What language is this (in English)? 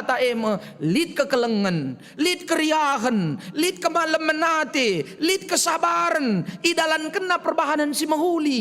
Batak Karo